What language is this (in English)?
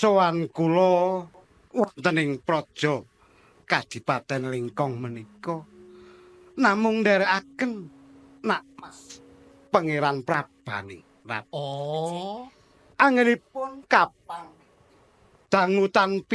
Javanese